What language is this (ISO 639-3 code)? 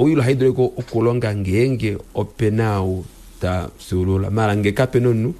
kua